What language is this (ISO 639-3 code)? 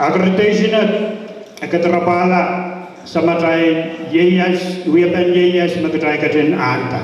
pon